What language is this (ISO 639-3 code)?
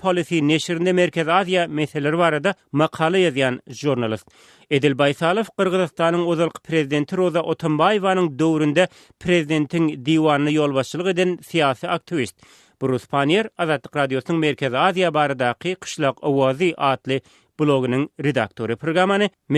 tuk